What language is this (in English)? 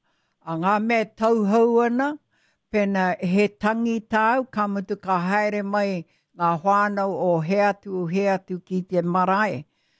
Māori